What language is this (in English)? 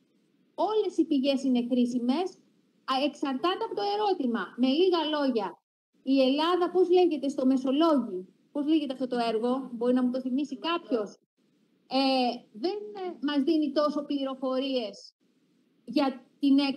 Greek